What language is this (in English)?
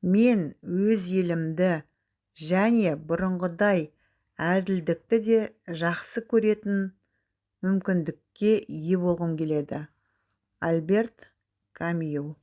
Kazakh